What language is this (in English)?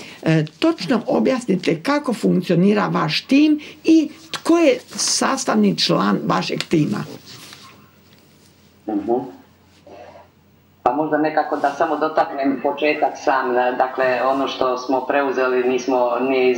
Croatian